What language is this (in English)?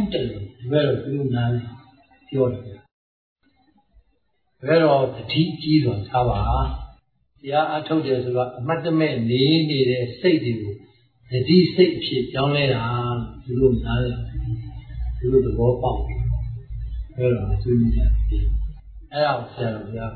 Burmese